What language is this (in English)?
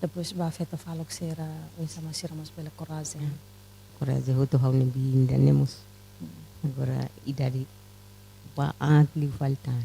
Tetum